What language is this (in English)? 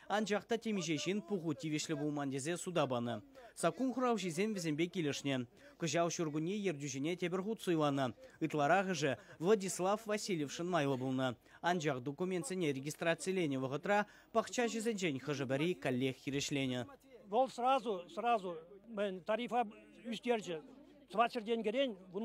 Chuvash